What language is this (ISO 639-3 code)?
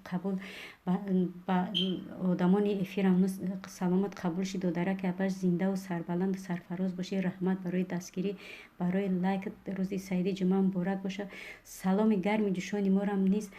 tgk